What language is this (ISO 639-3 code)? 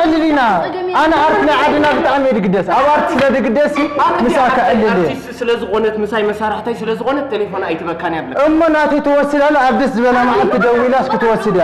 tir